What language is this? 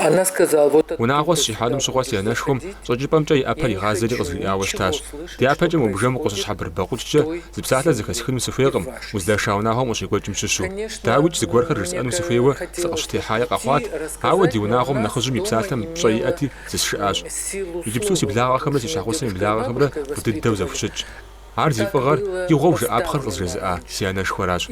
Kabardian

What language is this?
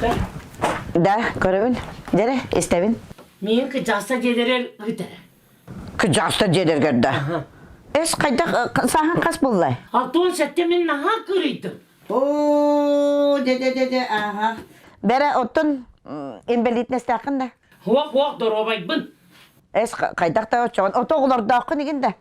Yakut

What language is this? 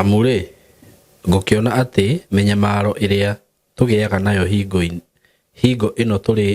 Kikuyu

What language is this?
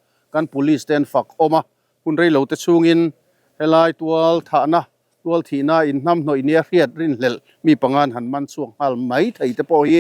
Mizo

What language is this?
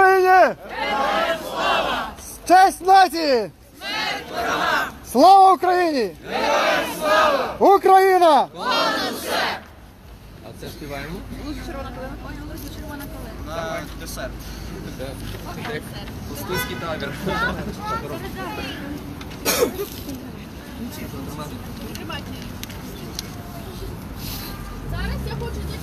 Ukrainian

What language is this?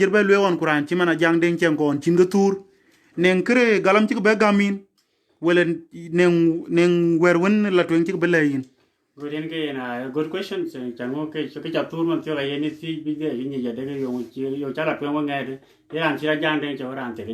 Dinka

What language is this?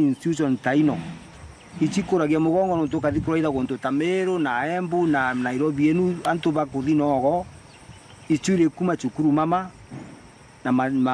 Meru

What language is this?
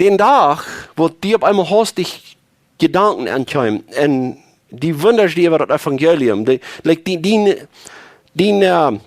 Plautdietsch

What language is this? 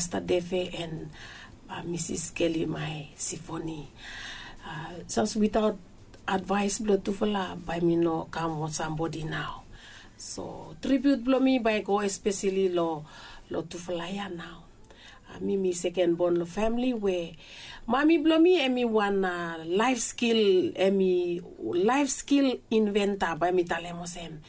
Bislama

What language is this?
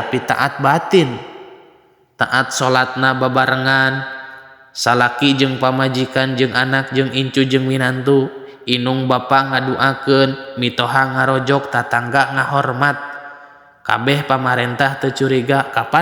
Sundanese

